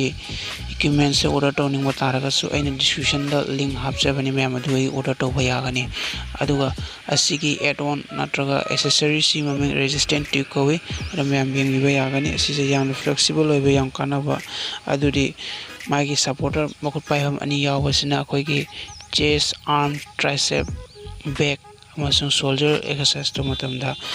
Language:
Manipuri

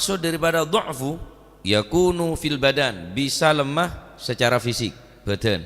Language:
Madurese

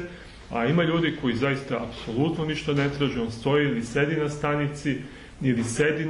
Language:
Serbian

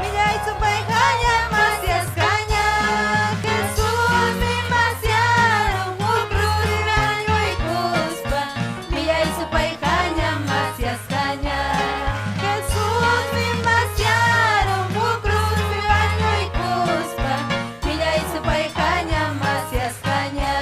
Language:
Ayacucho Quechua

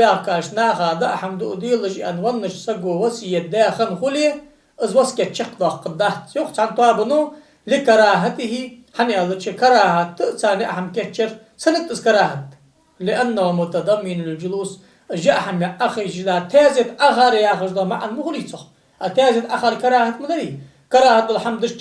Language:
Ingush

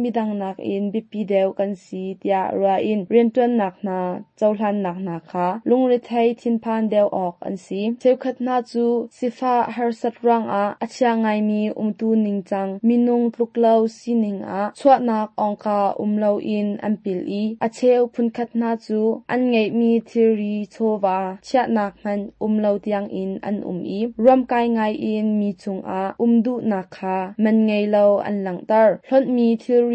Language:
Hakha Chin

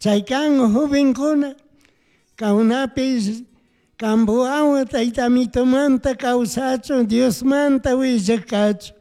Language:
Chimborazo Highland Quichua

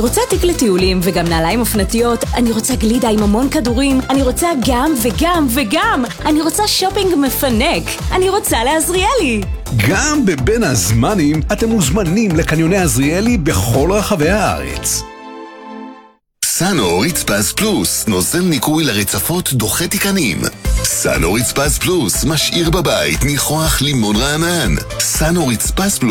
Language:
Hebrew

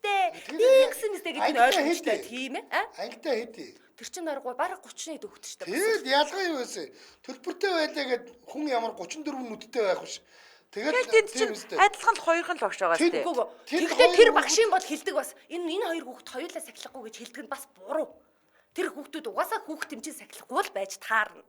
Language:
Mongolian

